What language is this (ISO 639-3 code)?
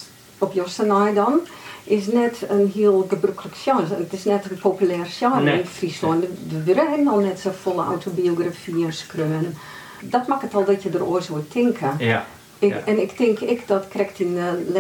fry